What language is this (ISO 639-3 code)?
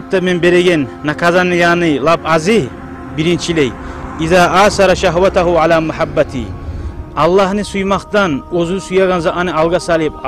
kum